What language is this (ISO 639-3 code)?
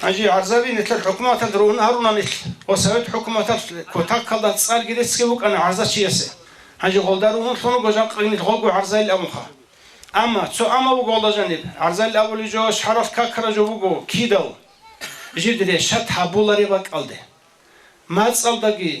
ava